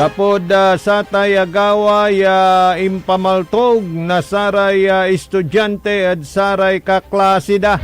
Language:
Pangasinan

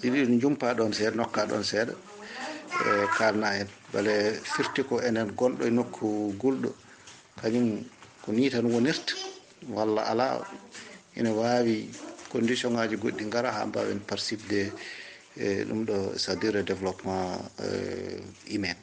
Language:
Fula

